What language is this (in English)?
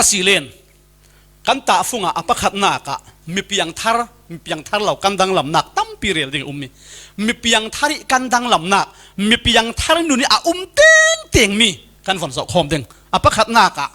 Falam Chin